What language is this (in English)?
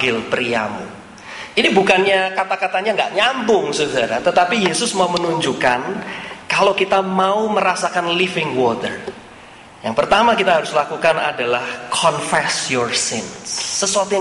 Indonesian